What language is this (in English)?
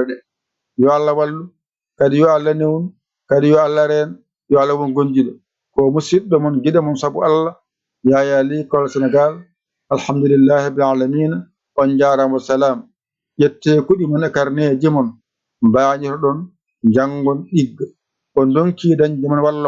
Fula